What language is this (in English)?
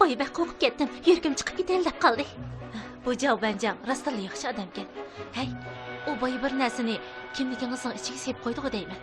Uyghur